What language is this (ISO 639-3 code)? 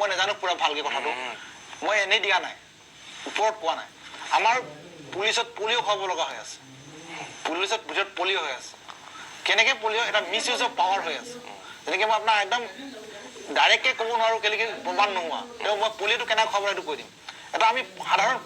asm